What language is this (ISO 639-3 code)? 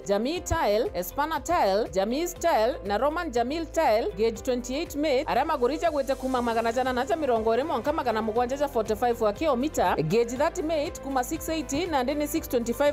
mer